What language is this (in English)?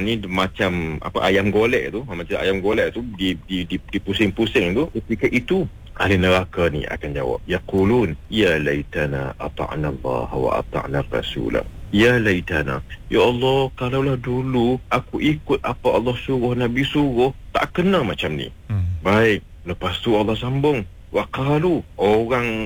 Malay